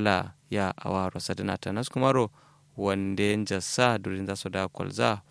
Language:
Kanuri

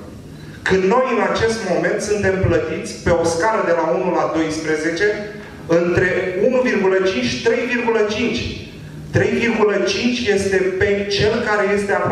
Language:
Romanian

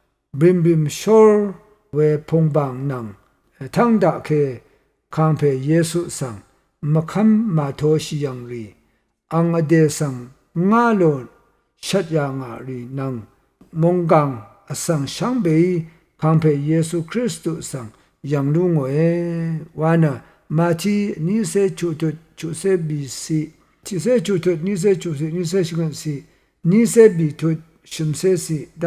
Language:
Rawang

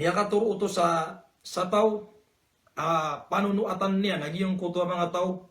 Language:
Maranao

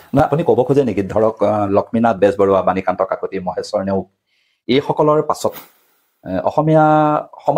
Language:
Assamese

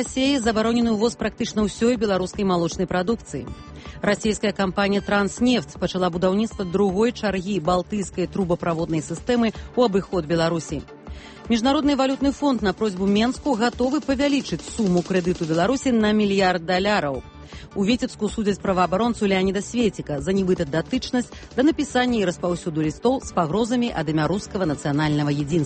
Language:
Belarusian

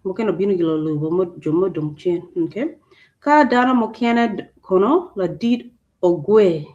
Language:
Acoli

